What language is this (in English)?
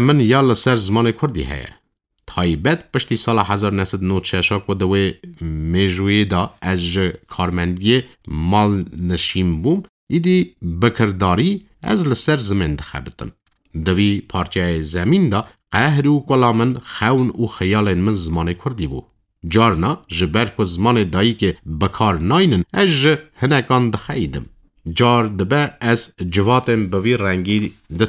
Kurdish